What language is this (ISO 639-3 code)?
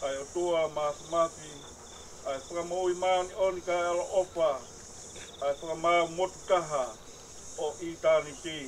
ton